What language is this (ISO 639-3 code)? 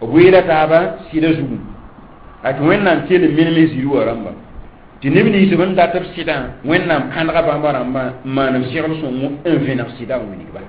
mos